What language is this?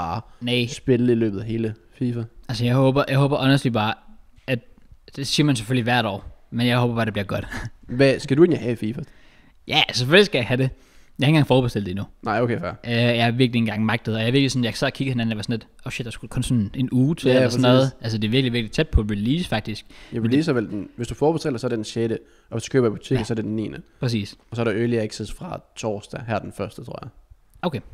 Danish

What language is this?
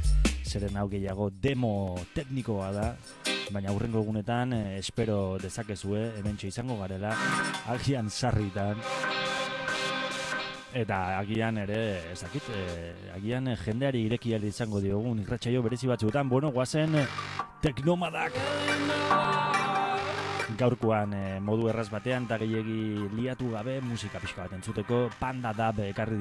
Basque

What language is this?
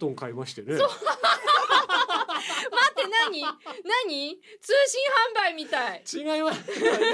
Japanese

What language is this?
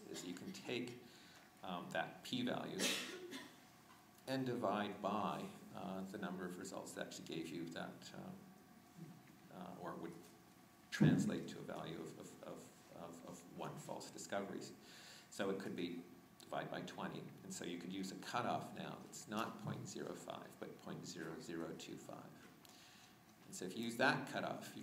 English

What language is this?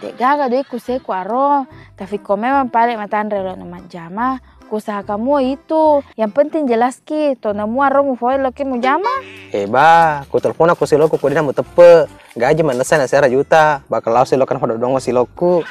Buginese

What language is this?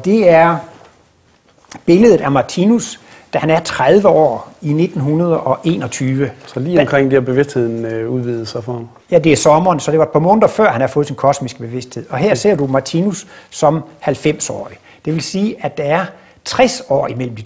Danish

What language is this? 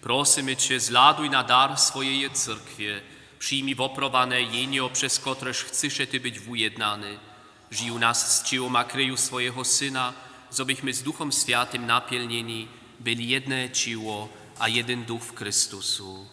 Upper Sorbian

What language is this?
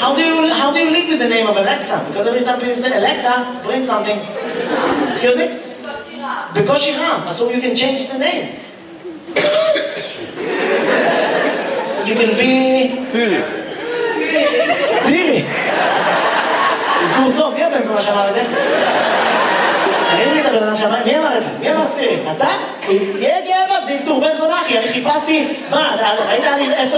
Hebrew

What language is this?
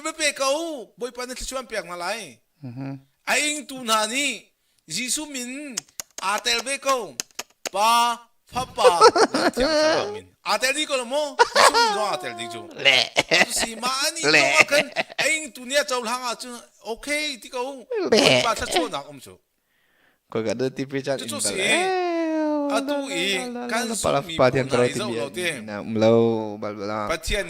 Hakha Chin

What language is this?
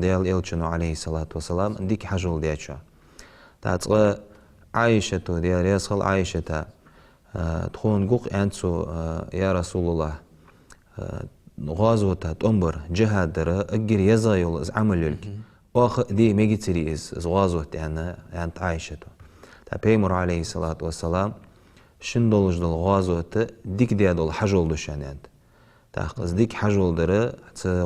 Ingush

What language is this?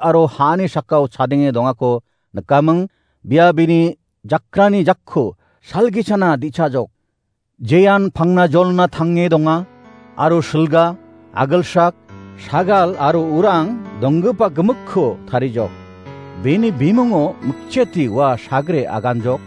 Garo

